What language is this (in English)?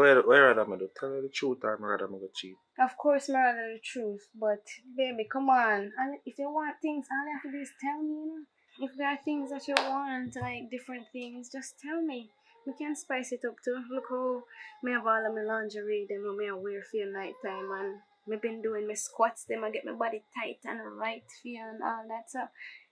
Jamaican Creole English